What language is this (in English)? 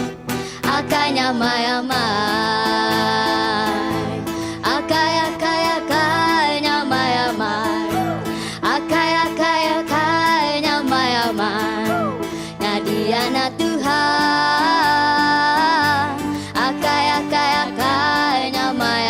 Iban